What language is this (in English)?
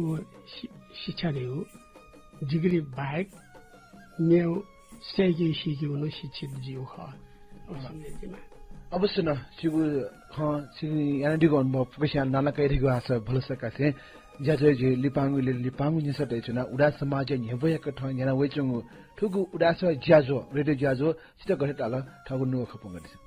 Newari